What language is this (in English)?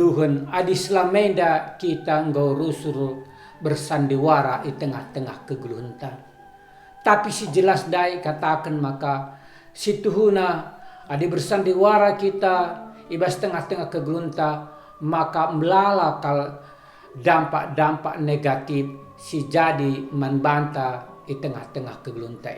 Batak Karo